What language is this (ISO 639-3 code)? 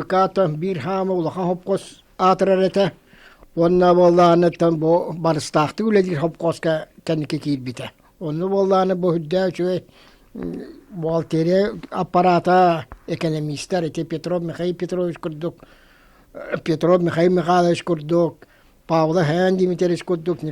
sah